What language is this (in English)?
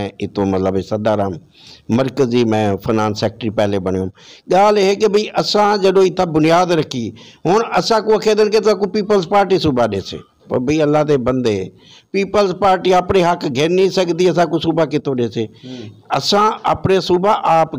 Saraiki